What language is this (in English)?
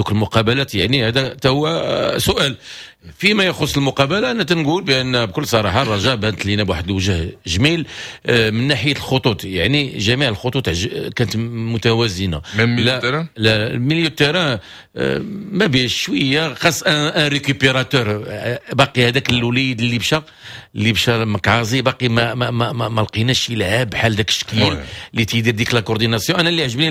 Moroccan Arabic